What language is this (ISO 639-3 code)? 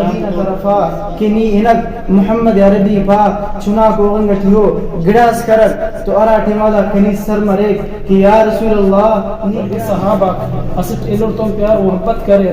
brh